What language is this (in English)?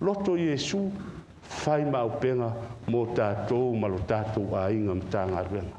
Samoan